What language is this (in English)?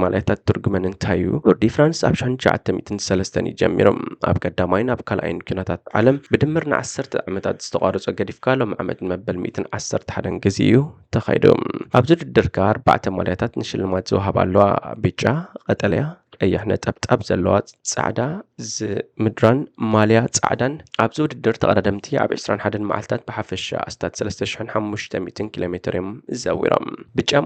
Tigrinya